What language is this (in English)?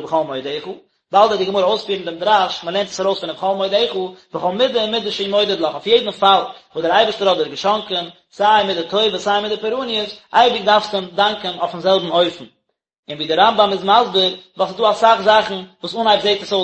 Yiddish